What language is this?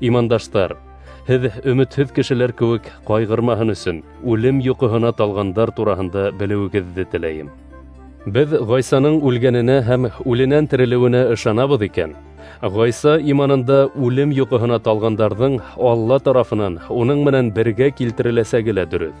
Bashkir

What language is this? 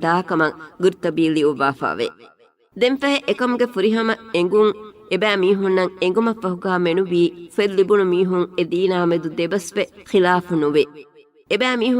Divehi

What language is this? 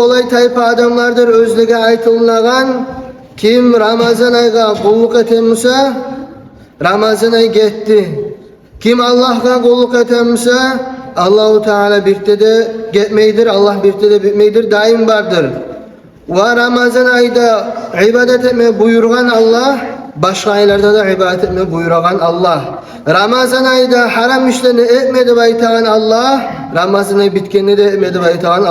Kumyk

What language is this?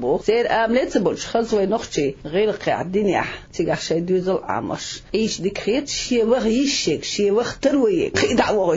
Chechen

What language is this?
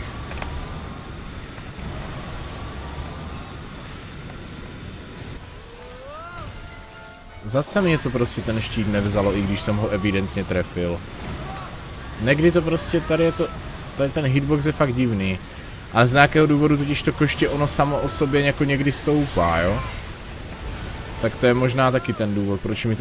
Czech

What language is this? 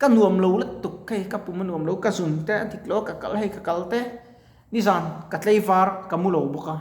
Mizo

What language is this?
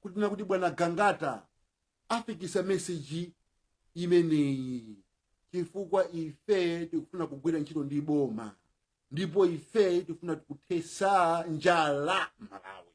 Nyanja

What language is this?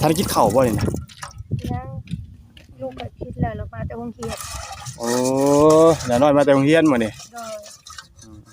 Lao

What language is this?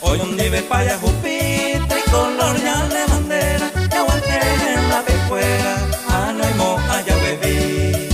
Guarani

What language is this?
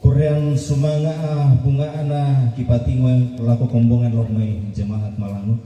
Toraja-Sa'dan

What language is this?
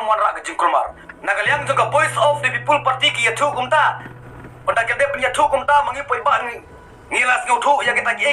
Khasi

